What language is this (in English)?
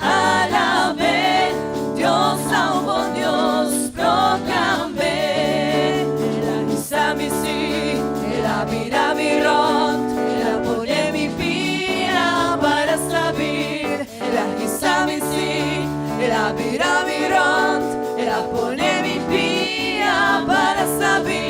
Papiamento